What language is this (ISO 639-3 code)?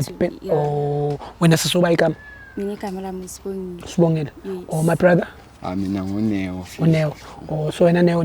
zul